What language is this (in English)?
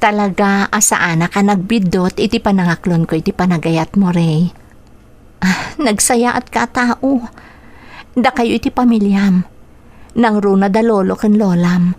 Iloko